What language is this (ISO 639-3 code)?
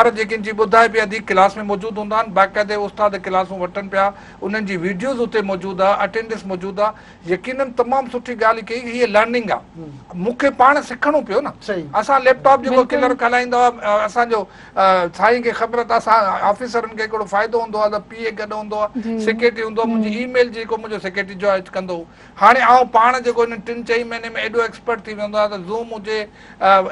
snd